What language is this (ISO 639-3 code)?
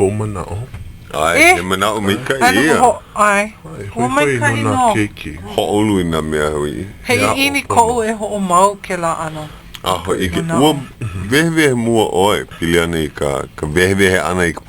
haw